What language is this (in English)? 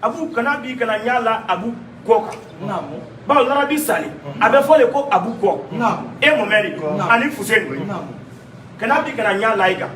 Bambara